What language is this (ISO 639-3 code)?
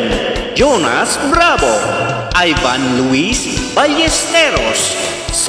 pag